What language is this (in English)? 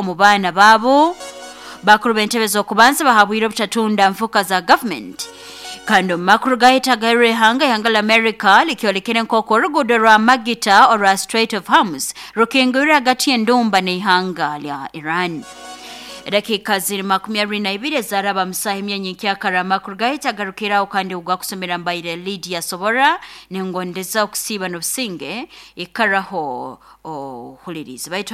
Nyoro